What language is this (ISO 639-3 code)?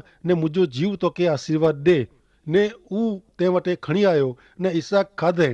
kfr